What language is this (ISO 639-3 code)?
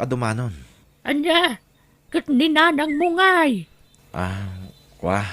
ilo